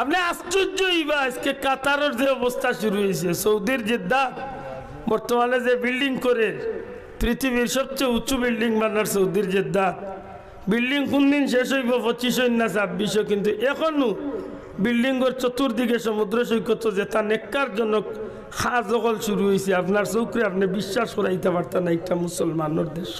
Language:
Sylheti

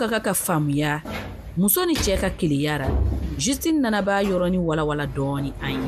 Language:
Bambara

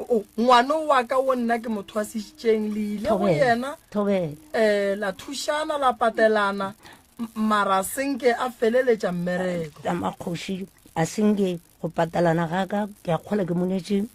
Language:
Northern Sotho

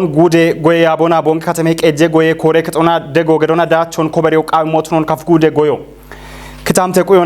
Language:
Kafa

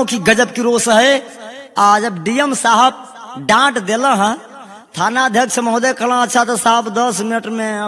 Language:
Bhojpuri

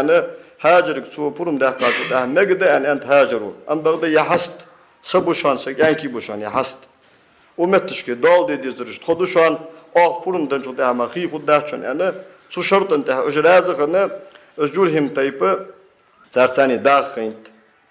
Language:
Ingush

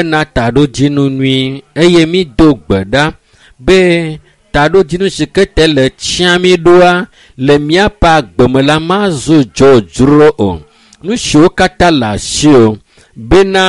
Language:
Ewe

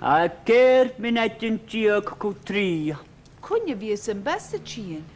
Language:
Scottish Gaelic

